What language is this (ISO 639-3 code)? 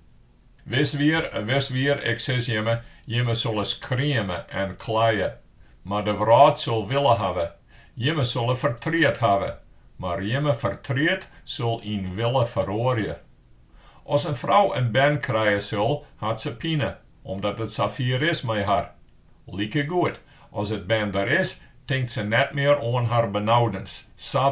fry